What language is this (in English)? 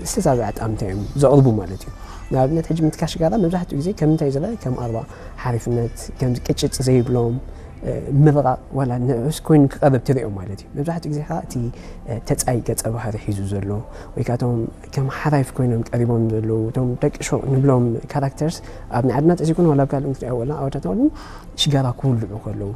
Tigrinya